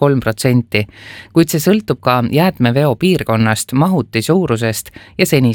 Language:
Estonian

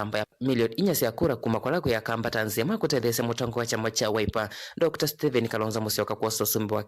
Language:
Kamba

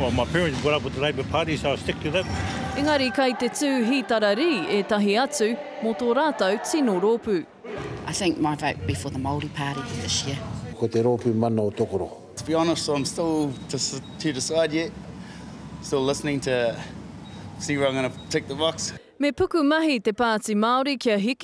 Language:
Māori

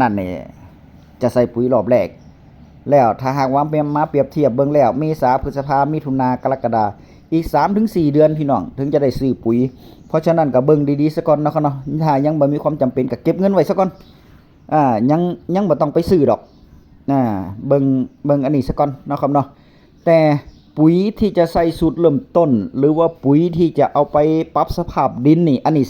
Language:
Northeastern Thai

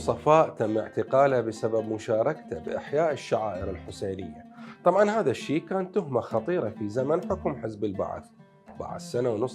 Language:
Mesopotamian Arabic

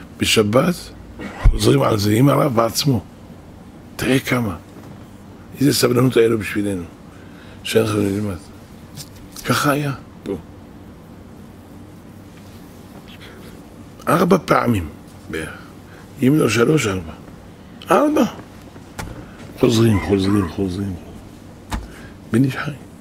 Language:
Hebrew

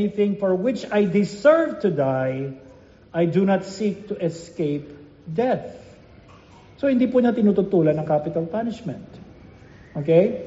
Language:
Filipino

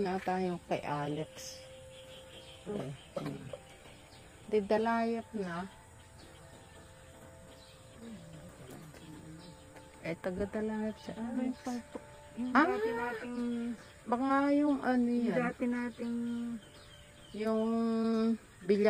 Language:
Filipino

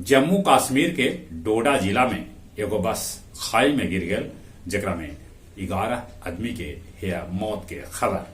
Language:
Magahi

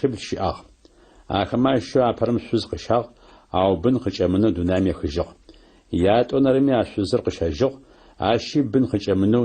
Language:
Adyghe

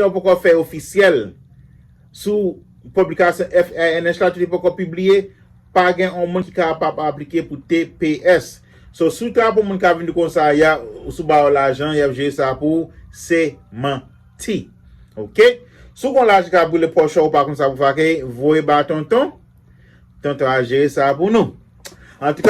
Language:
Haitian Creole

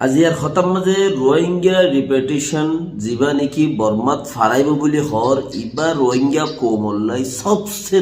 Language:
Rohingya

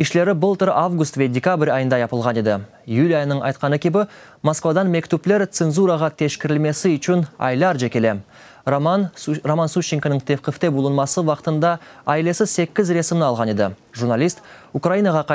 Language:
Crimean Tatar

